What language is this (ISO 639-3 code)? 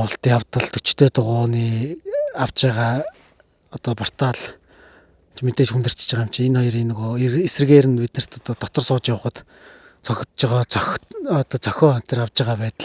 mon